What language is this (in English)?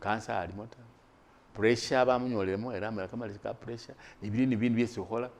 Masaaba